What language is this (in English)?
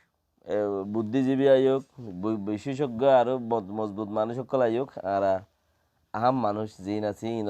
Rohingya